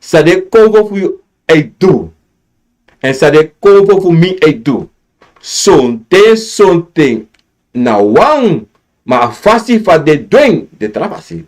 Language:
Sranan Tongo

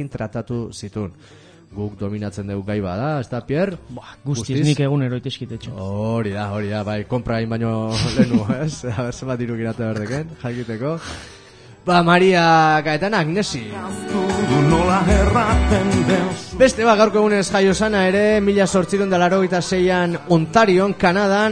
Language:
Basque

